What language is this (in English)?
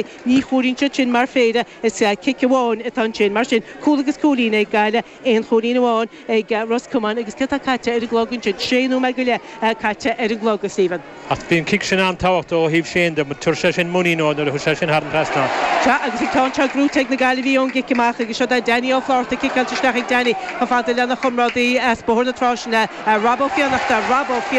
Irish